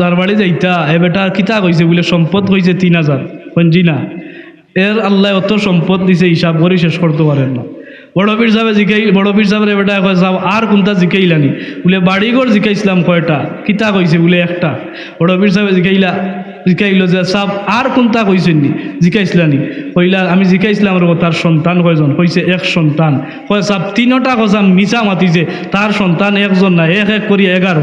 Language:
Sylheti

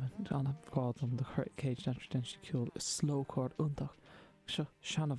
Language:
Irish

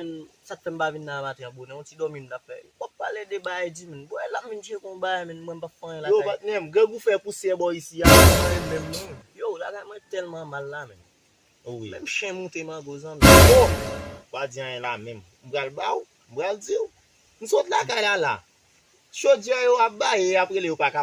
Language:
Haitian Creole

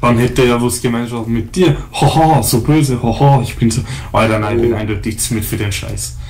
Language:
Bavarian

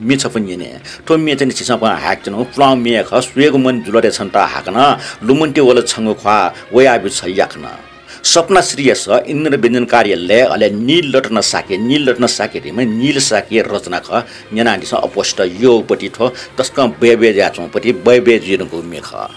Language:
Newari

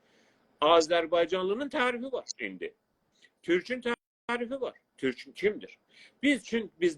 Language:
South Azerbaijani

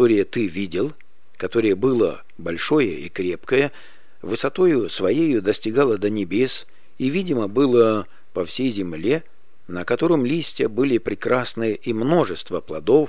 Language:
Russian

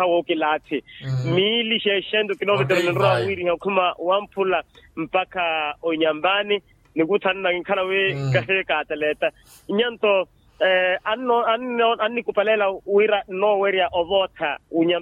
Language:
Makhuwa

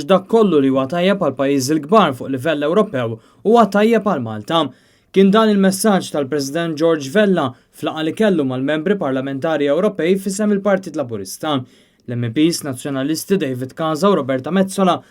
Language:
Maltese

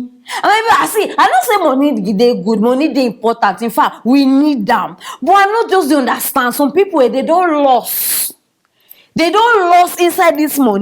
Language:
Nigerian Pidgin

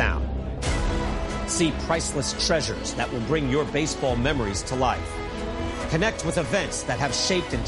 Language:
English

